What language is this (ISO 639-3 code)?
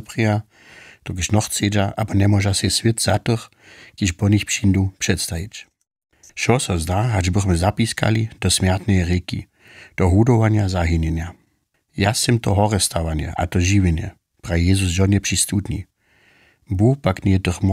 hsb